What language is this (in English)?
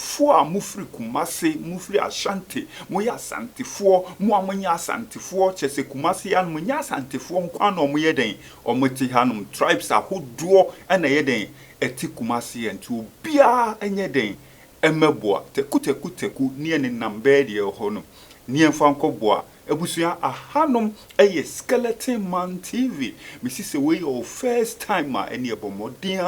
Akan